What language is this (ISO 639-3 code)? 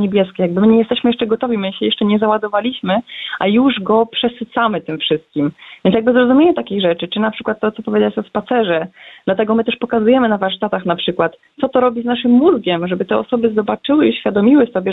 pol